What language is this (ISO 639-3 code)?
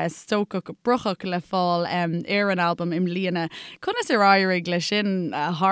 gle